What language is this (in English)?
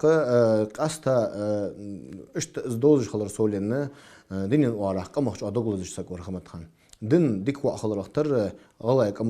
Ingush